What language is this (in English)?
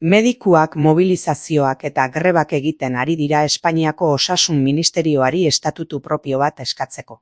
Basque